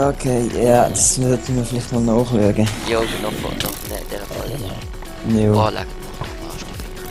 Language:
Swiss German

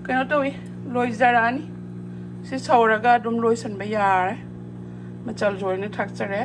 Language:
Manipuri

